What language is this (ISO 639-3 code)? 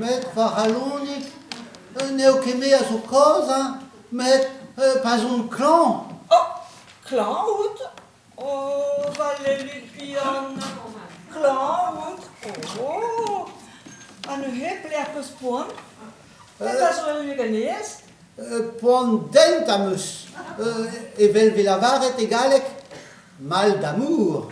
bre